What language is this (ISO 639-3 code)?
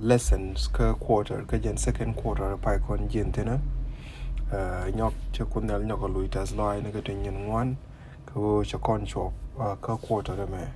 nus